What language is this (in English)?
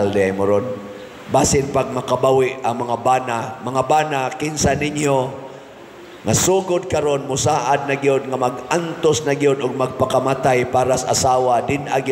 Cebuano